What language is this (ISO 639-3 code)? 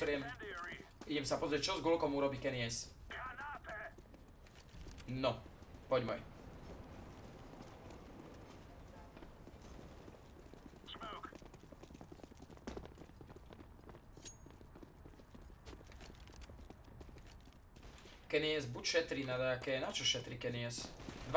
slk